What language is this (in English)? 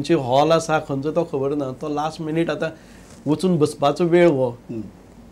Konkani